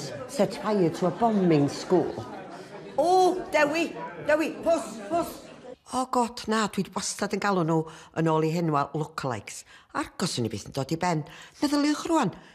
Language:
Welsh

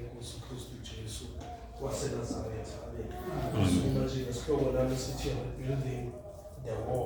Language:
Zulu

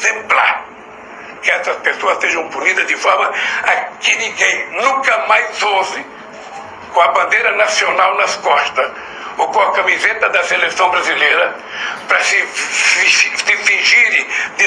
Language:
Portuguese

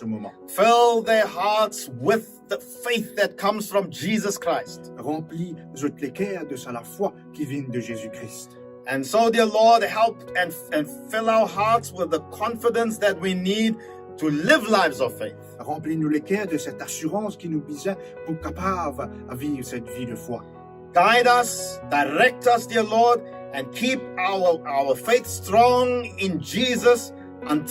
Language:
Morisyen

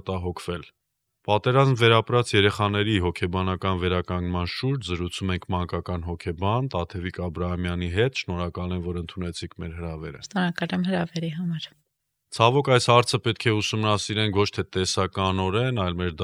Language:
Armenian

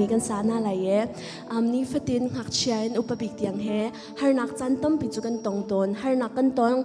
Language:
Hakha Chin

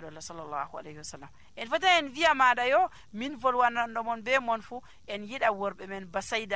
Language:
Nigerian Fulfulde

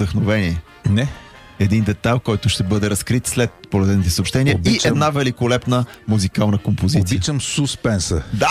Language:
Bulgarian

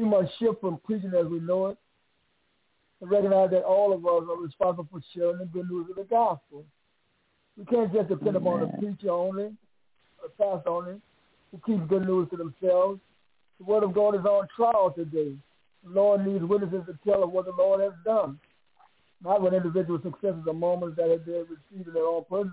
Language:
English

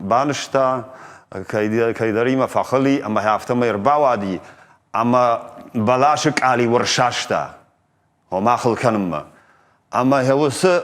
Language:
Ossetic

